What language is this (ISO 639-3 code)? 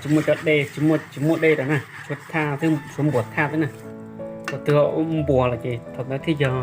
hmn